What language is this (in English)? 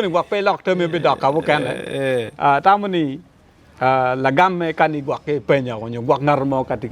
Acoli